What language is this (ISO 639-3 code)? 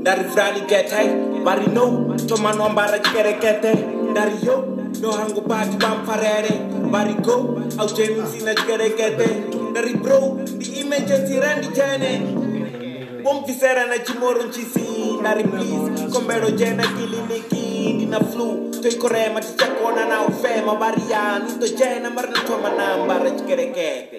ven